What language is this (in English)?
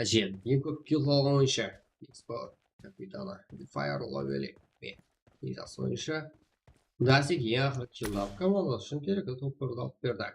Kara-Kalpak